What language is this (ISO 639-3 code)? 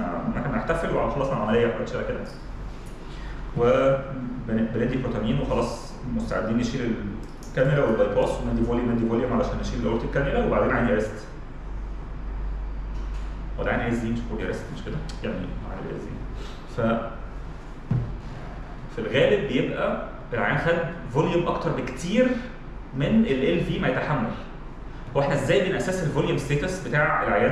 arz